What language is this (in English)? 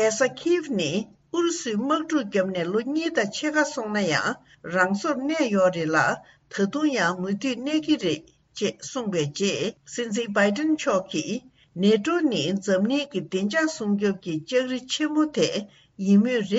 Tibetan